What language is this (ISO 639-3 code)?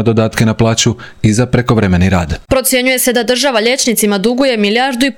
hrv